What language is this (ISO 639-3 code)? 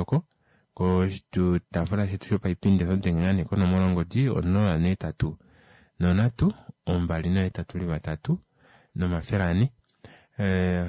kua